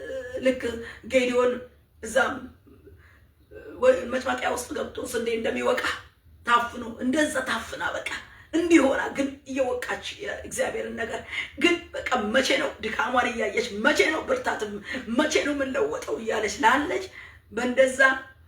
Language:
Amharic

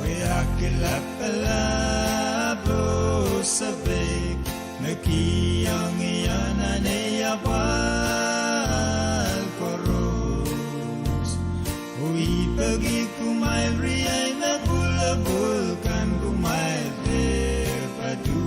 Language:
Pohnpeian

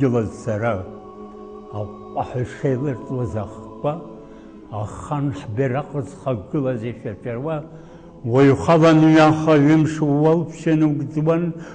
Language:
Abkhazian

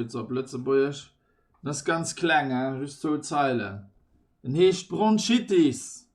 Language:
Luxembourgish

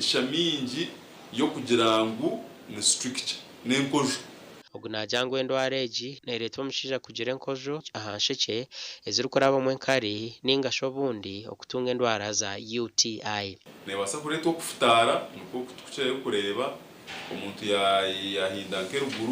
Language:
Nyankole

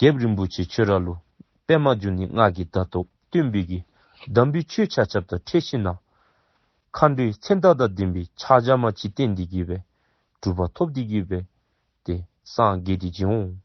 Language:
Dzongkha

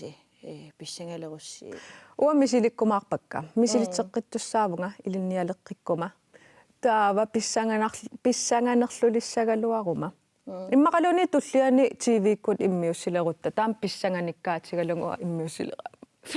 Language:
Kalaallisut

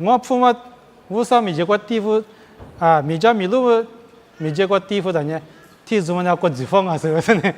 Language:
Lisu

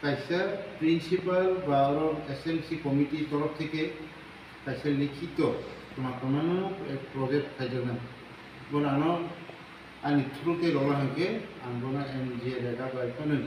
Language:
Kok Borok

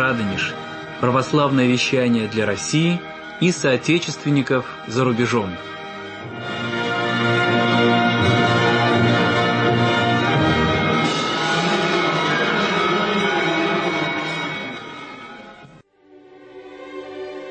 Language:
Russian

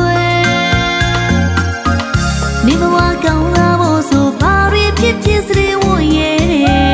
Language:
Burmese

